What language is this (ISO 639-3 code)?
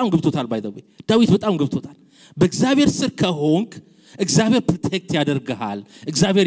amh